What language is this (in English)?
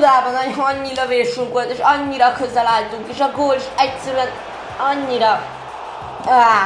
Hungarian